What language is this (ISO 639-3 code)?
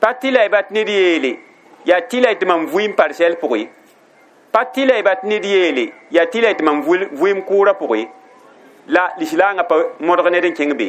mos